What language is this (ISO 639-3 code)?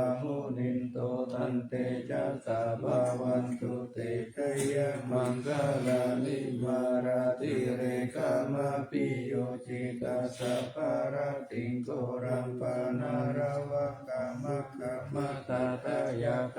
pli